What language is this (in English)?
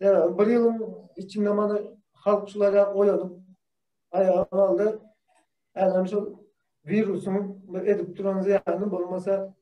Turkmen